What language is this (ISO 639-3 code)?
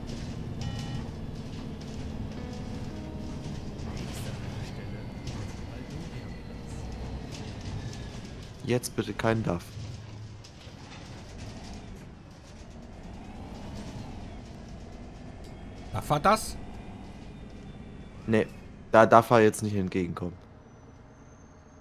deu